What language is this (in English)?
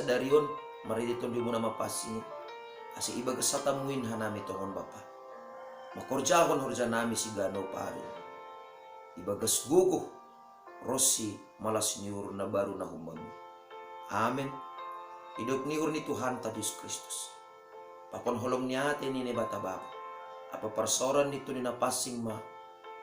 Batak Simalungun